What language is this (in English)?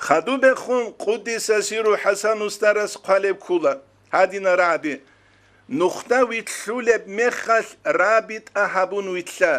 Avaric